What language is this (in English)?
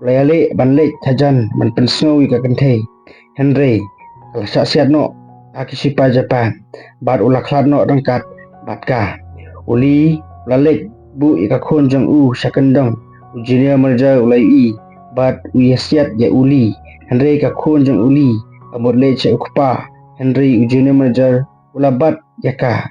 Khasi